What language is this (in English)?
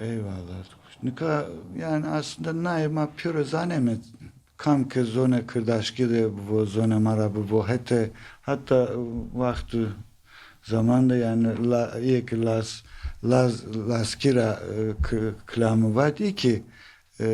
Zaza